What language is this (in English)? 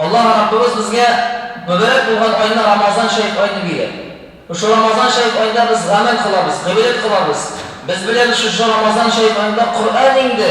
Tatar